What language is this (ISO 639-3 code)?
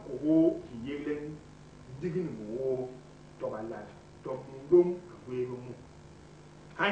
bas